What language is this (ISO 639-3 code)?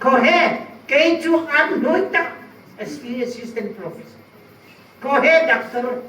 hmr